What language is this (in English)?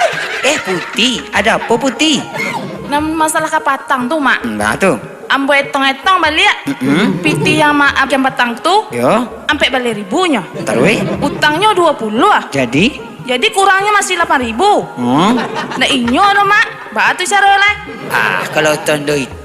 Minangkabau